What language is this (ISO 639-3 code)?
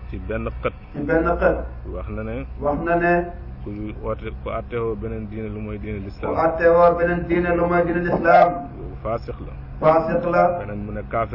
wol